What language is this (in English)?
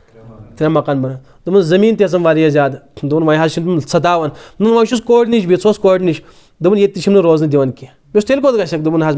Kashmiri